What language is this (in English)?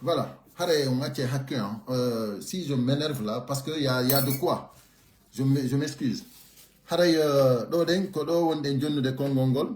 Pular